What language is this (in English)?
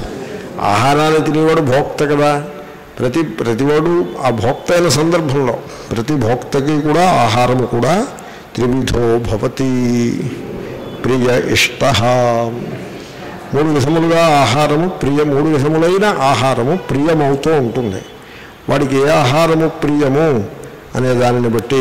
Telugu